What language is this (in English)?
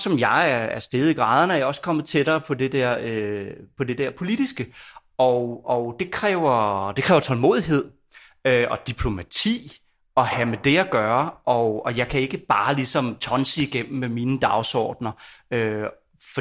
Danish